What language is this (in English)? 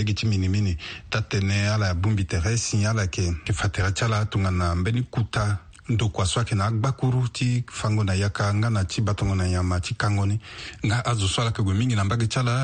Sango